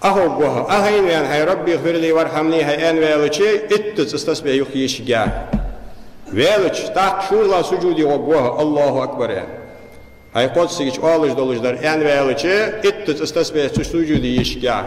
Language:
Ingush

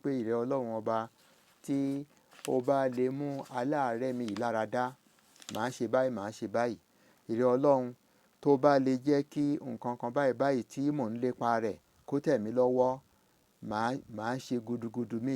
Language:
Yoruba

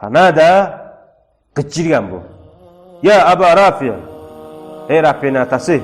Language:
Kumyk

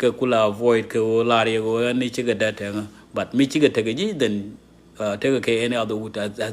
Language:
Nuer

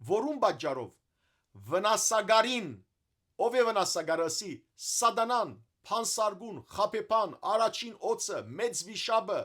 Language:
Western Armenian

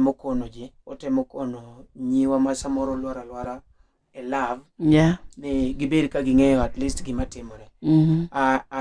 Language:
Luo (Kenya and Tanzania)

